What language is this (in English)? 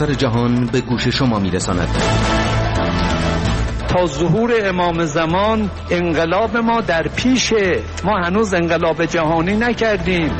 Persian